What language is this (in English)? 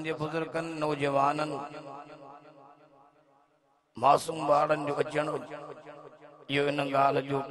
Sindhi